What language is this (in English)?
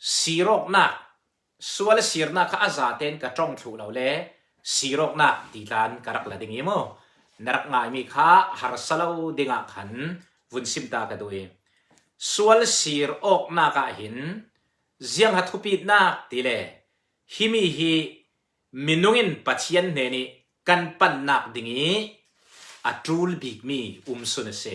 Falam Chin